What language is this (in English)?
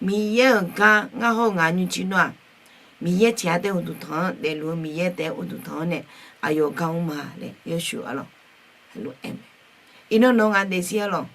Akha